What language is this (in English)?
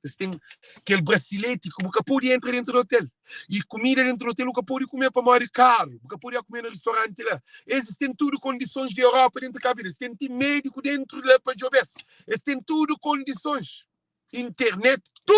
Kabuverdianu